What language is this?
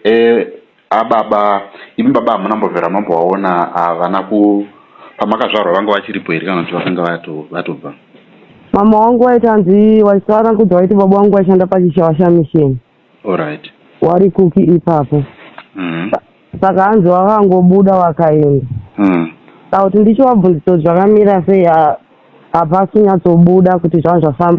Shona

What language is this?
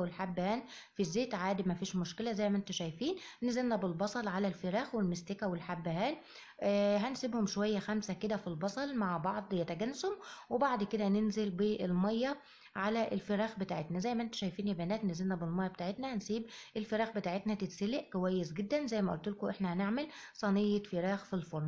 Egyptian Arabic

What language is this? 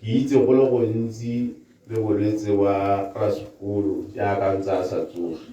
Tswana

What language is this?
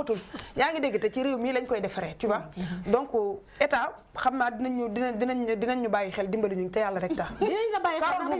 Wolof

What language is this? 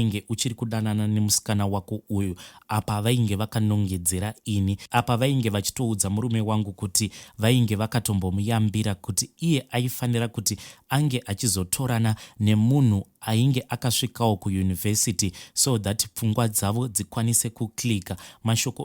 Shona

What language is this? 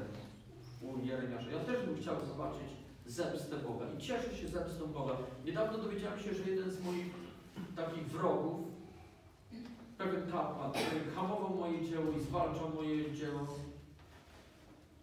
Polish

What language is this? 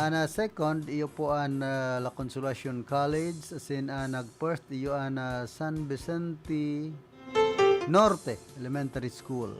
Bikol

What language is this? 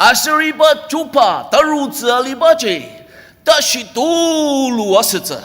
Ao Naga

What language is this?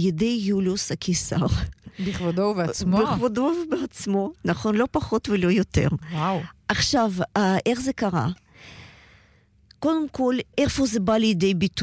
Hebrew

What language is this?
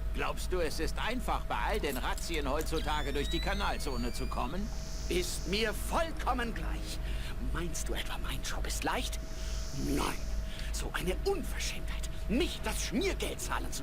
Bavarian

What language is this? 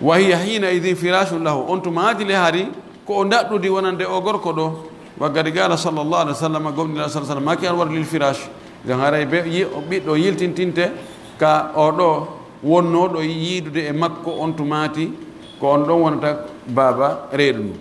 Pular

